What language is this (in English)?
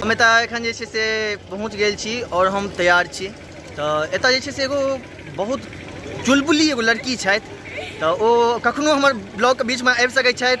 Maithili